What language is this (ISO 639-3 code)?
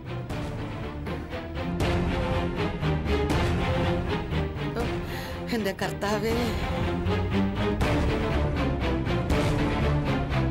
mal